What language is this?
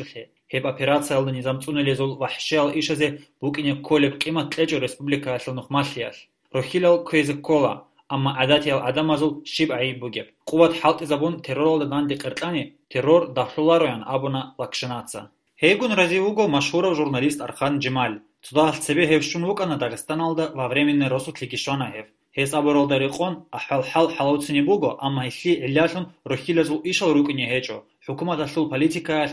Avaric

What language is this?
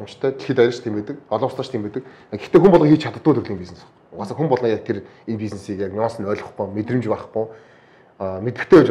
Mongolian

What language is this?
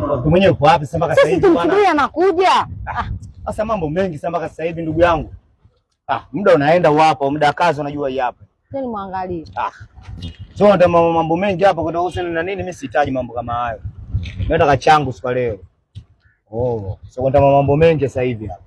Swahili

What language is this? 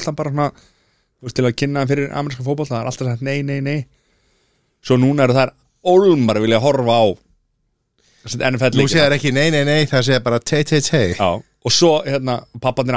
Icelandic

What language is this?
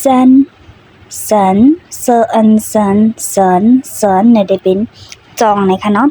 Shan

